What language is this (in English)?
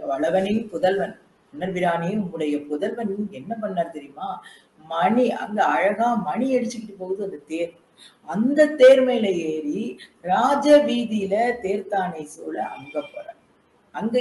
Tamil